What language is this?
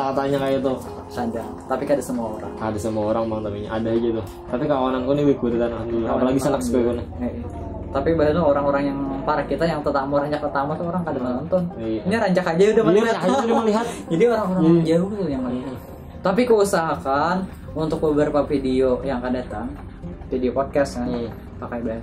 Banjar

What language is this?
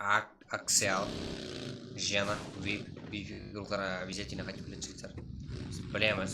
Kara-Kalpak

